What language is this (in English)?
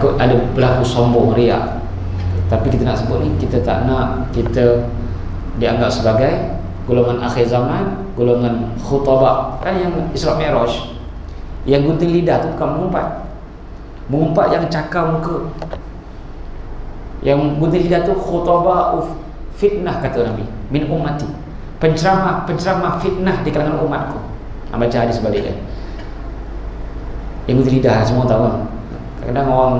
Malay